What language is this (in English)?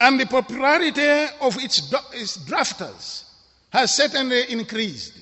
English